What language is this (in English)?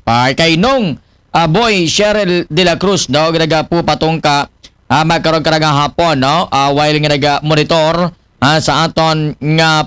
Aklanon